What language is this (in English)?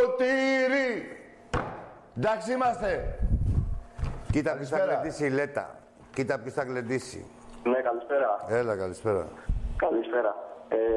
Greek